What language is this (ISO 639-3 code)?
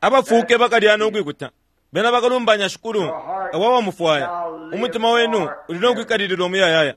bem